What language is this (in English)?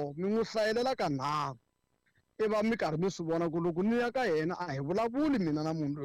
Tsonga